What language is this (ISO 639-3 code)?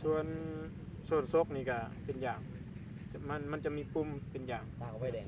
lao